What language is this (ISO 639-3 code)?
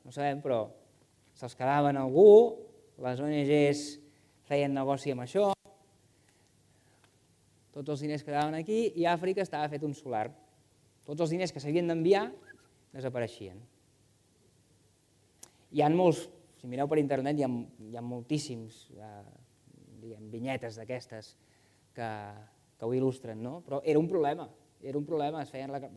cat